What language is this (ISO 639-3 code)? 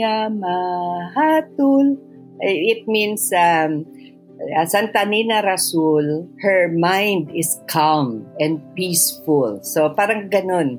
fil